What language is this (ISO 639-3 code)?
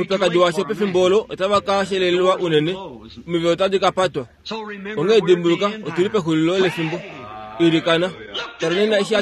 kua